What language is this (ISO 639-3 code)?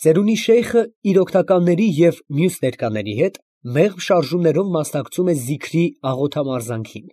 hye